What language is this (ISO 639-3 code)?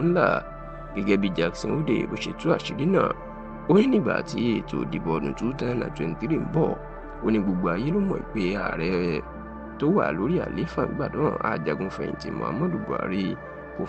yor